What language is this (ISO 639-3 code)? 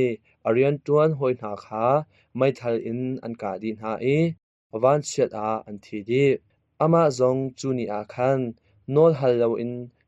cnh